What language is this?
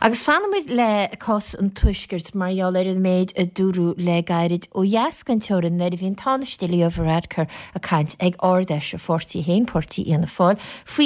Irish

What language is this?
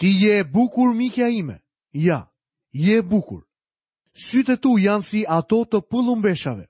Albanian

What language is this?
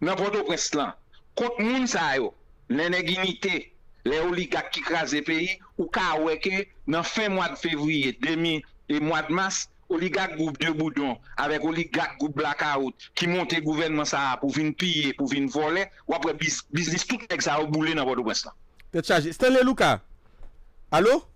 Haitian Creole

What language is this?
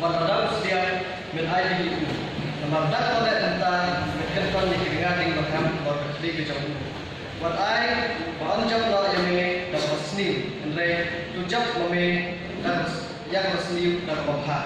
Khasi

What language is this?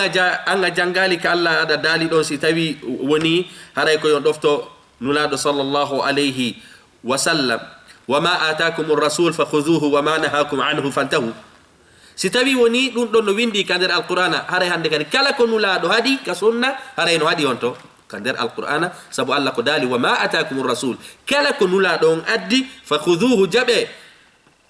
Fula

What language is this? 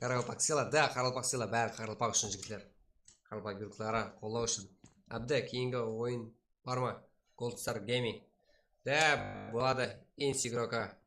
Kara-Kalpak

